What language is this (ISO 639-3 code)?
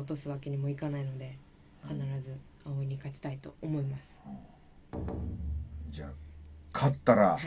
jpn